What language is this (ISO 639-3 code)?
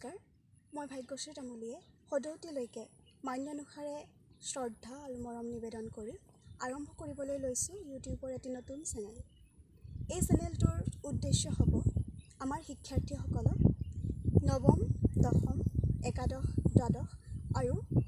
asm